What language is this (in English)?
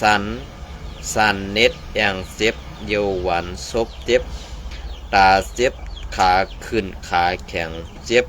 Shan